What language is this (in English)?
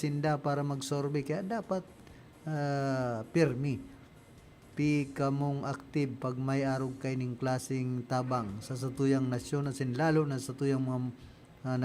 Bikol